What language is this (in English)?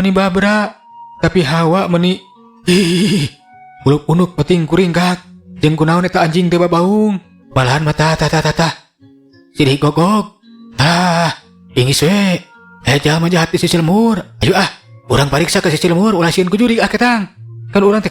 Sundanese